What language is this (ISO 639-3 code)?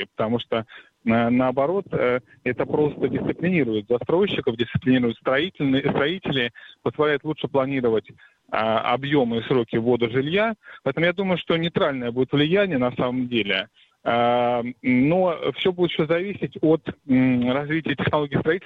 rus